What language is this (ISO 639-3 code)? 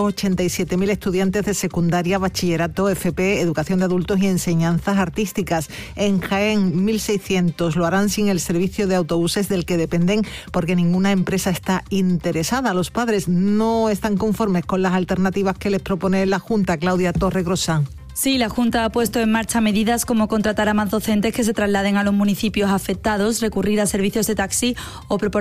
spa